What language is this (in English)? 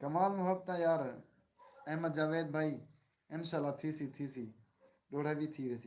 Saraiki